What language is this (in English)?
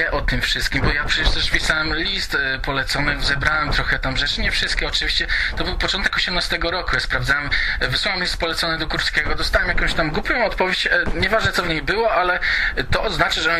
Polish